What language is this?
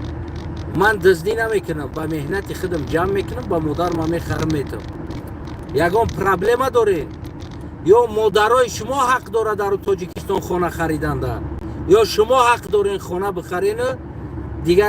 Tajik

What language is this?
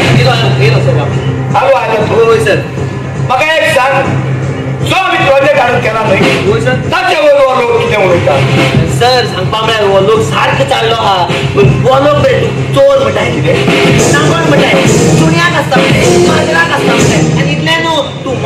Konkani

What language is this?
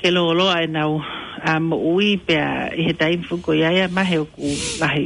Tongan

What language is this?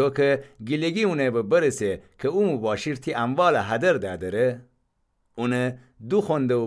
Gilaki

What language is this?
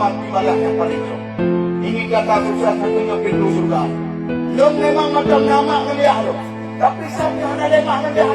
Achinese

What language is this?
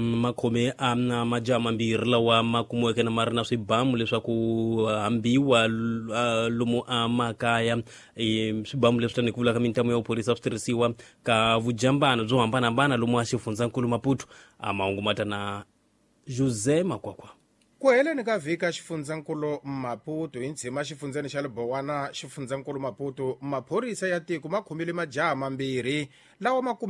Tsonga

